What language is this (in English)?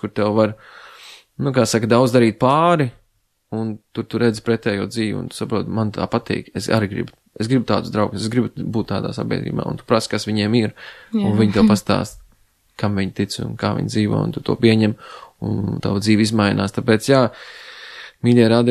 Latvian